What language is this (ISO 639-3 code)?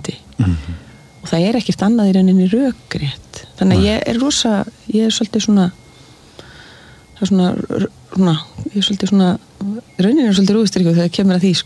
isl